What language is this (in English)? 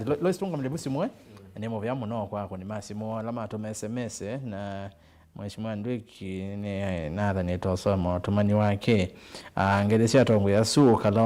Kamba